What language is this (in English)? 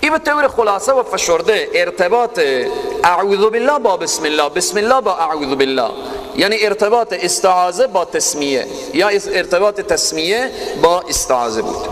Persian